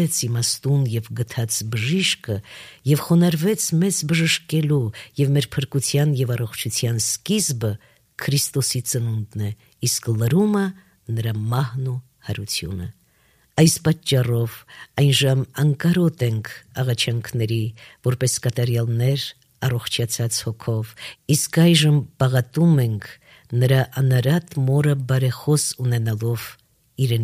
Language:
Armenian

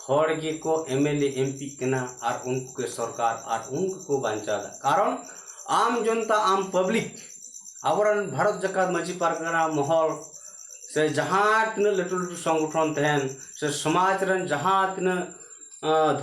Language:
Santali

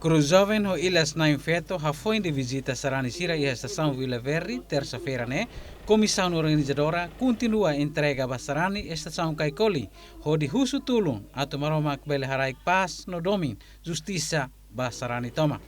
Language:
Tetum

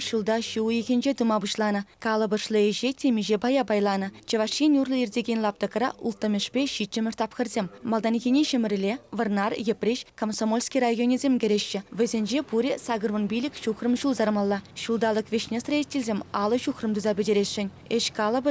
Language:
Chuvash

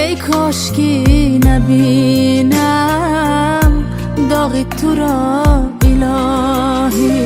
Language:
Tajik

